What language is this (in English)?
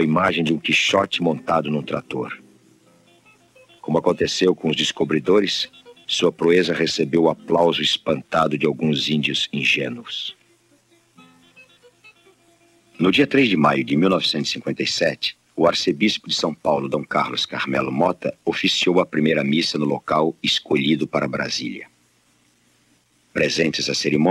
Portuguese